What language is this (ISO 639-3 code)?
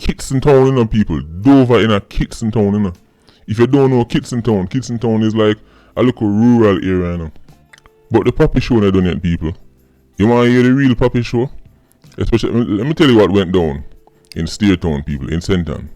jam